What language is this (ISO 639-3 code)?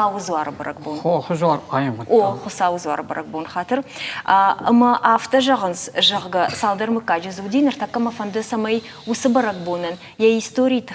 oss